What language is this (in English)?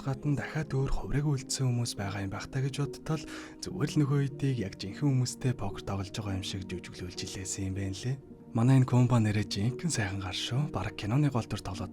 Mongolian